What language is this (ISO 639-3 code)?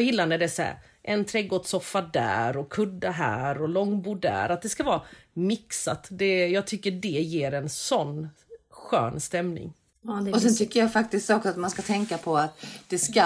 swe